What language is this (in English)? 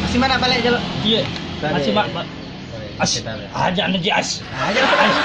Buginese